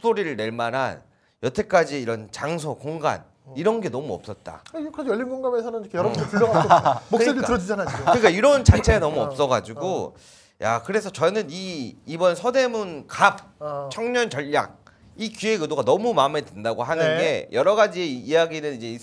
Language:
Korean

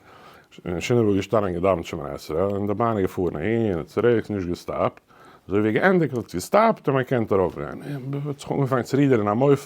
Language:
Yiddish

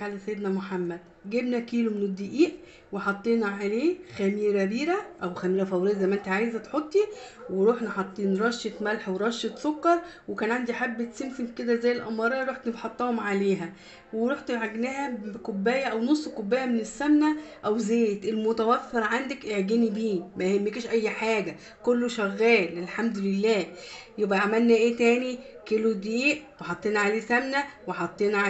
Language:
Egyptian Arabic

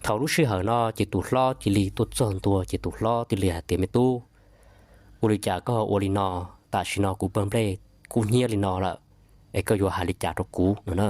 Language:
Hmong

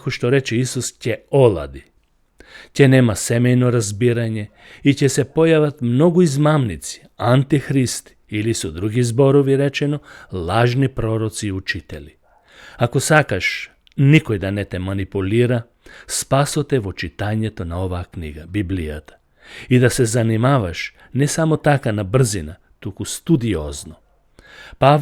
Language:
Macedonian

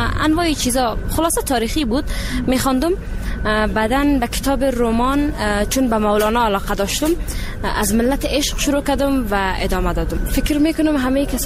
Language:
Persian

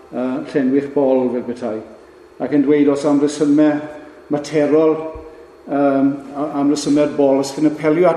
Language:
Welsh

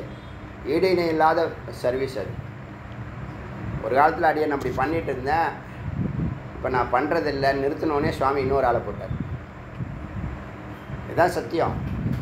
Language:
Tamil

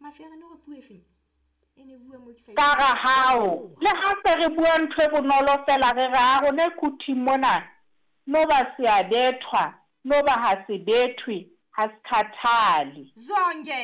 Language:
Southern Sotho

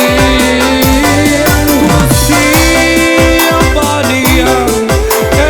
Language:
Minangkabau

